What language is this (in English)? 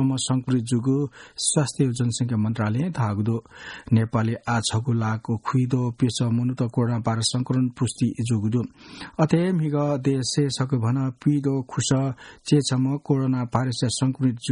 Newari